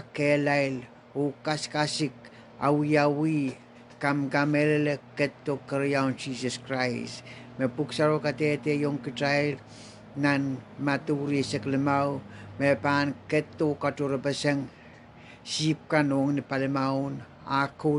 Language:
Pohnpeian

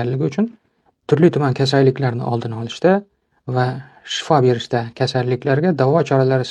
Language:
Uzbek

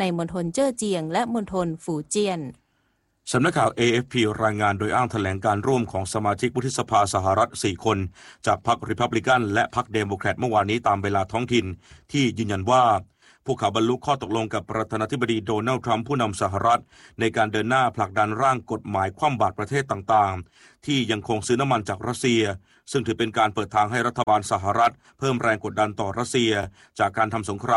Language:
Thai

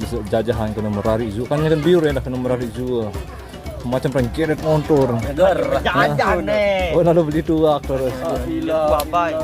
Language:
Sasak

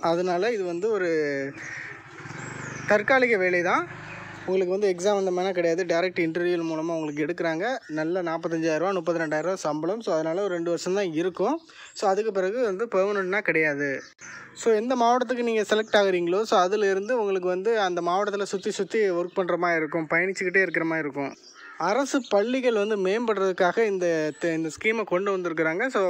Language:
Tamil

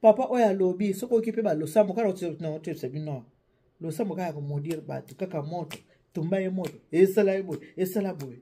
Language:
Lingala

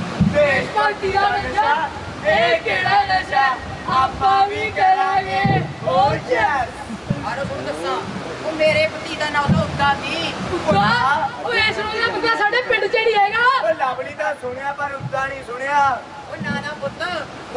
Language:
Punjabi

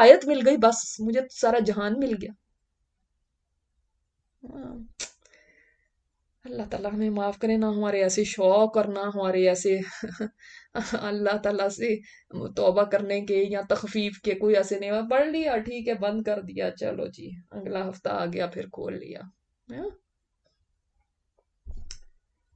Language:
Urdu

